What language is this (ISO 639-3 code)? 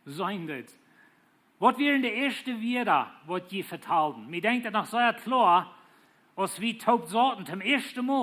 pdt